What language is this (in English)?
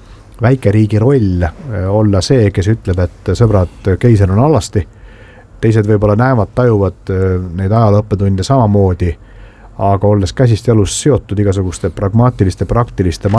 Estonian